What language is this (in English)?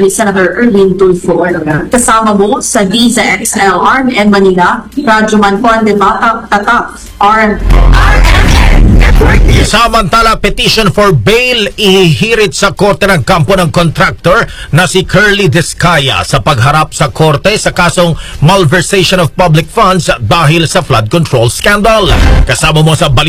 Filipino